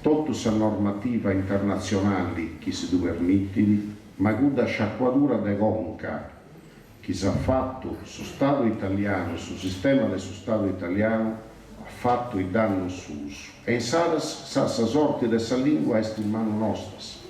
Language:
Sardinian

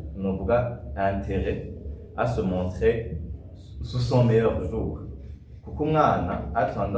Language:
Rundi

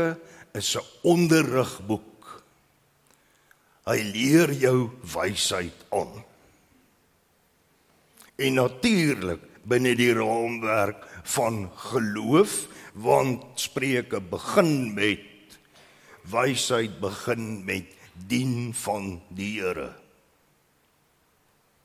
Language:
Afrikaans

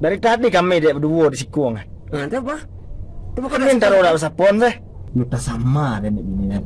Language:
Minangkabau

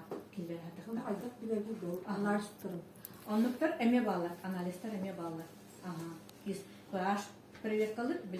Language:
Yakut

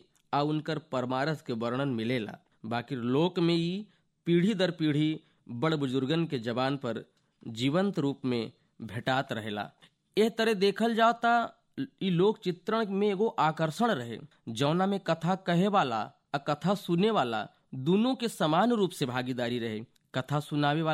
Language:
Bhojpuri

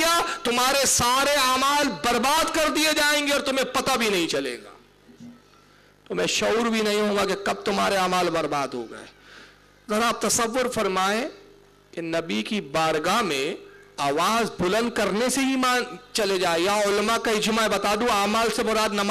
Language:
Urdu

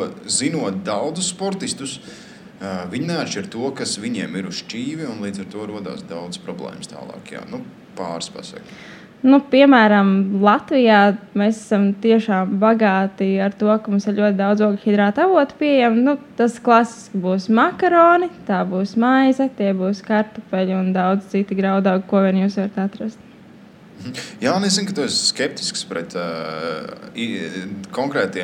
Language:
Latvian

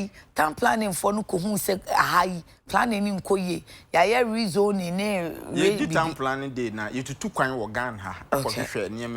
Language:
Akan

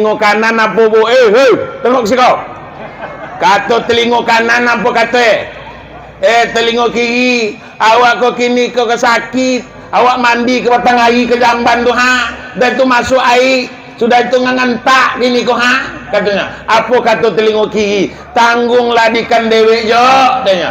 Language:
Minangkabau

